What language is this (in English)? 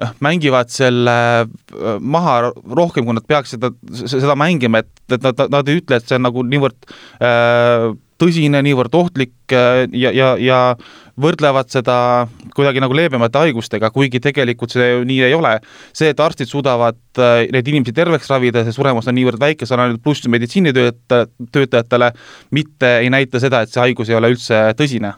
Estonian